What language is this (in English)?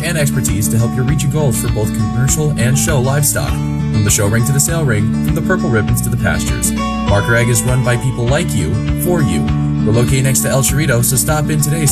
English